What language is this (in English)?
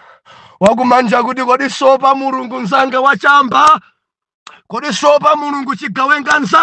Nyanja